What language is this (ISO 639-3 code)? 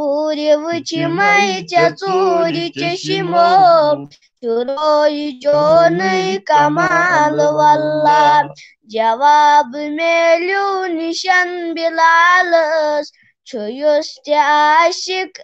kas